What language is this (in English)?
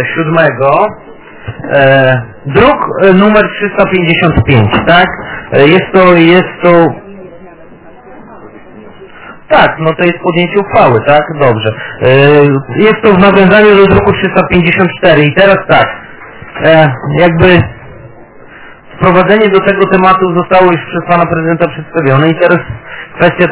Polish